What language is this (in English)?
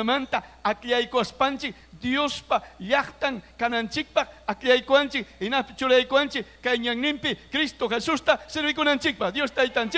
Ayacucho Quechua